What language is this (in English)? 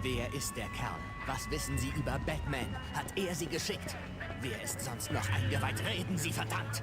Bavarian